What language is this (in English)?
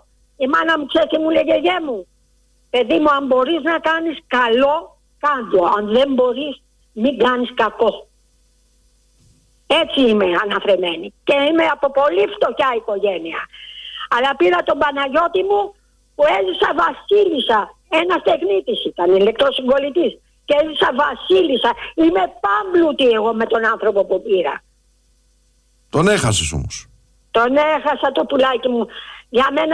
Greek